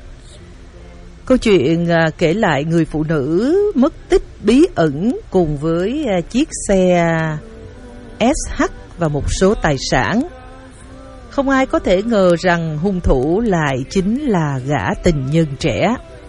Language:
Vietnamese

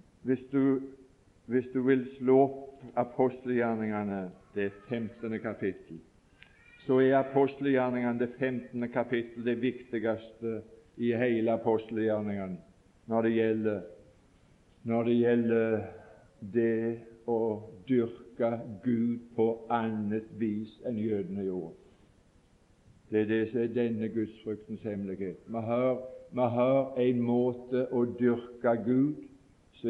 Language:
Norwegian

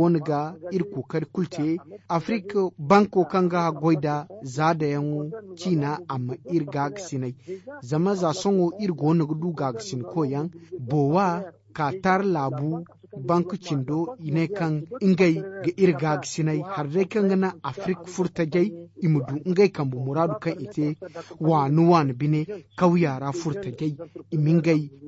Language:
Zarma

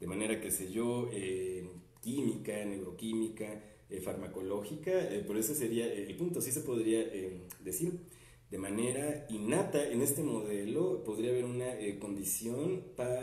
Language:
Spanish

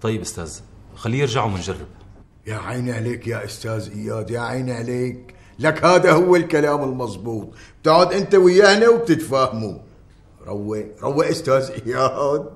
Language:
North Levantine Arabic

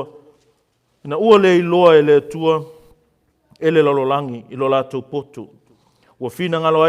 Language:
Samoan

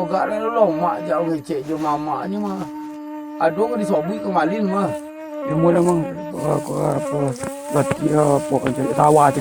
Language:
Minangkabau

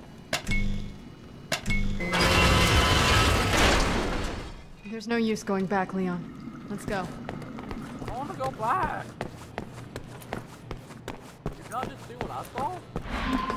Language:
English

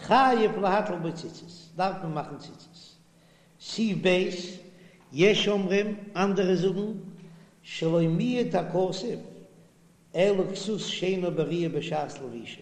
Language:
Yiddish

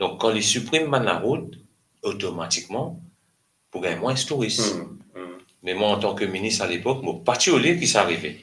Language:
Morisyen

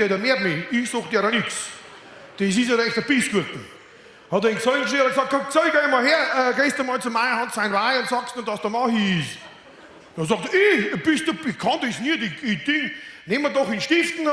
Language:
Bavarian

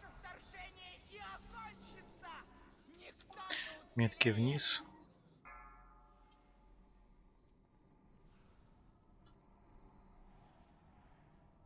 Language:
Russian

